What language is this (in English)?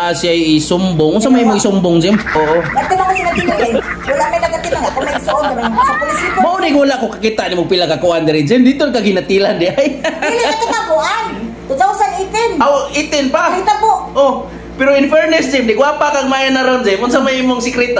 Cebuano